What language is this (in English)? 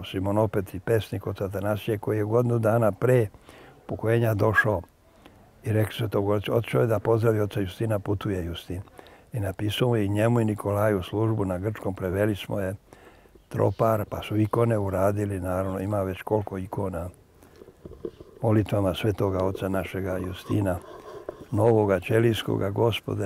Serbian